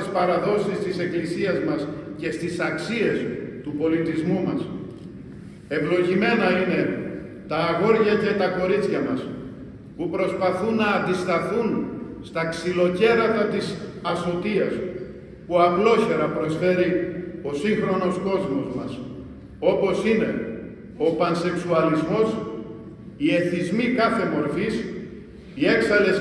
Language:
Greek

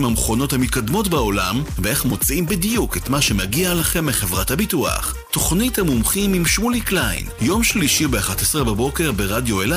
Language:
Hebrew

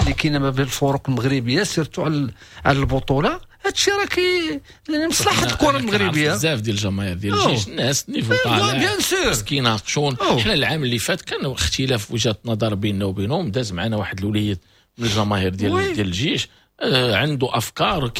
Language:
Moroccan Arabic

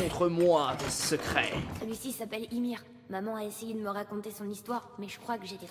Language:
French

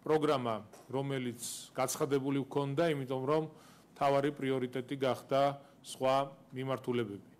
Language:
Georgian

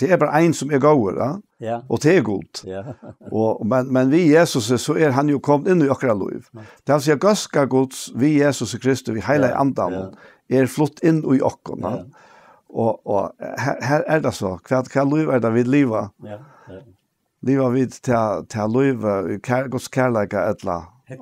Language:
Faroese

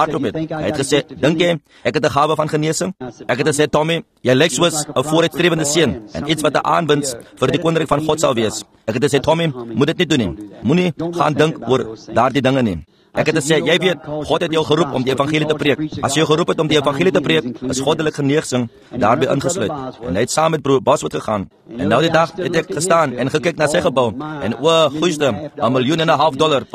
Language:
Afrikaans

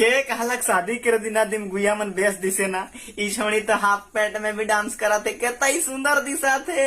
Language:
Sadri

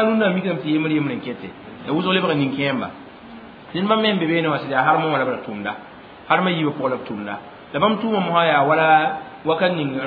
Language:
Mossi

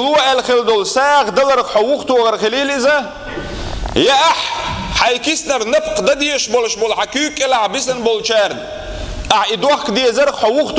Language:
Chechen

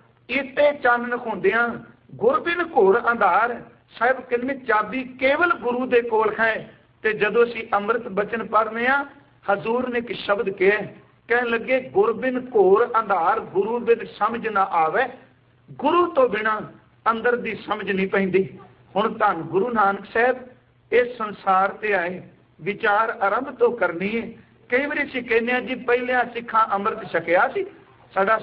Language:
Punjabi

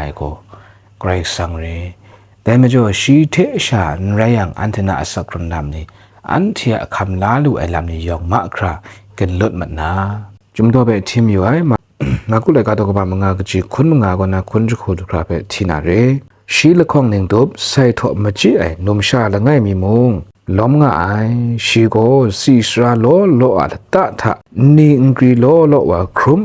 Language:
Kachin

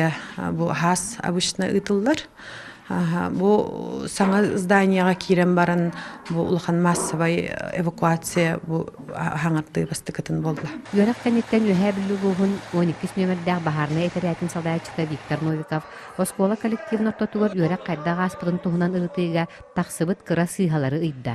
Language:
Yakut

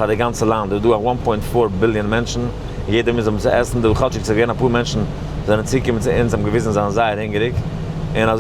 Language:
Yiddish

